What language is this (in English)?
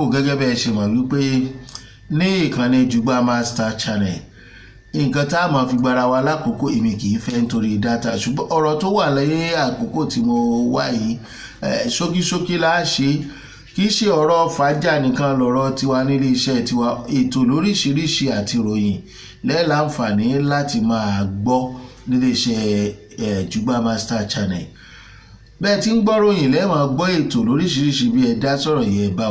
Yoruba